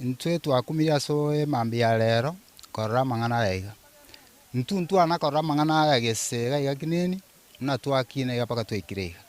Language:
Gusii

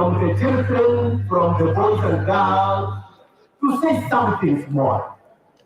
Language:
Gusii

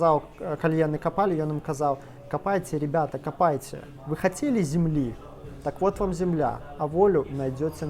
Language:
Belarusian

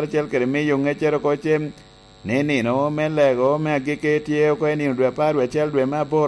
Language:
Lango (Uganda)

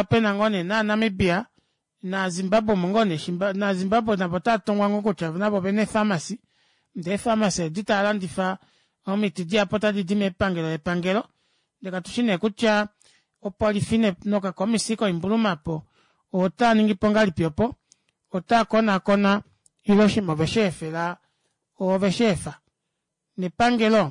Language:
Kuanyama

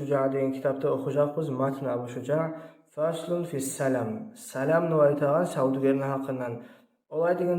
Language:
Kumyk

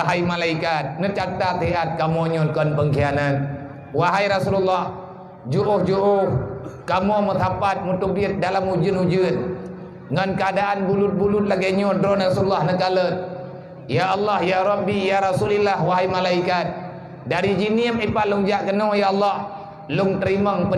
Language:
Achinese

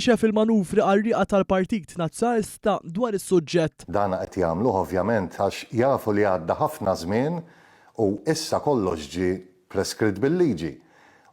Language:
Maltese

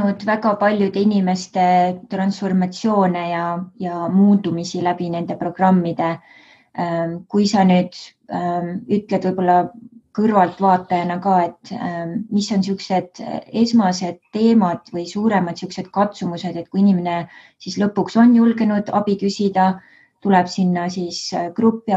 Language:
Estonian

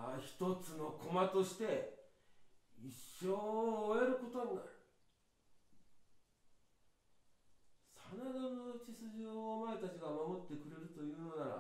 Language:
Japanese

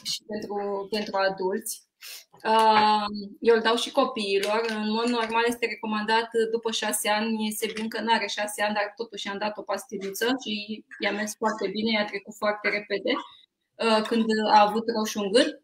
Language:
Romanian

